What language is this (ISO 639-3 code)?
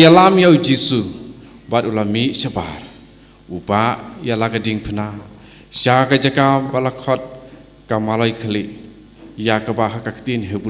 kha